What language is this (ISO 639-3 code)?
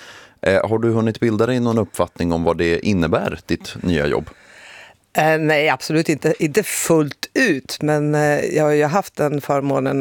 swe